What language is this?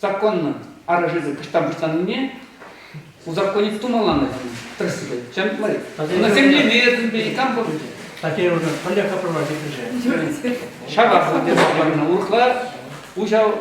Chuvash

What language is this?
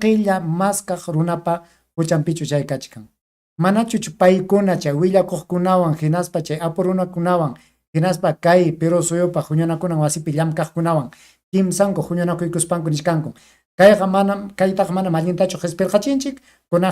Ayacucho Quechua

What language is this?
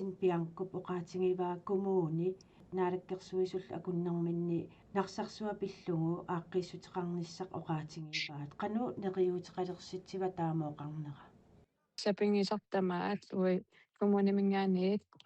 Kalaallisut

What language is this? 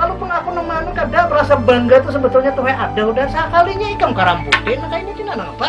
Banjar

